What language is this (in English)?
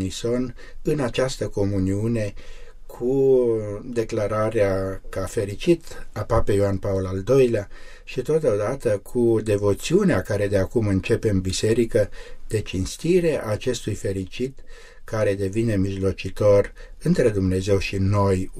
Romanian